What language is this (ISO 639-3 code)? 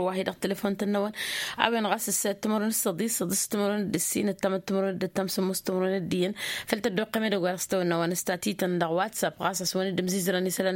taq